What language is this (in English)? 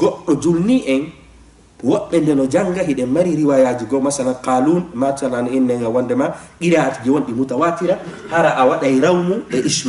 Fula